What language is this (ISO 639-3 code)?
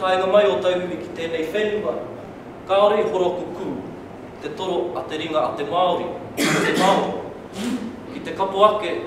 mri